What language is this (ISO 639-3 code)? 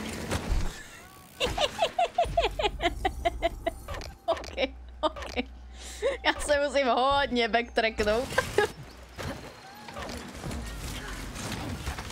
ces